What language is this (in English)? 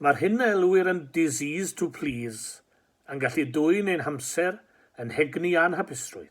Welsh